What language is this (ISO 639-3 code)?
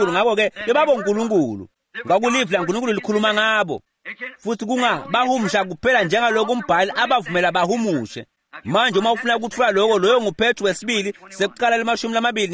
ssw